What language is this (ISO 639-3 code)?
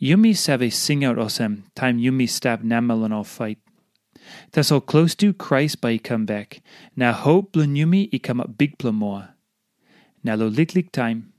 tpi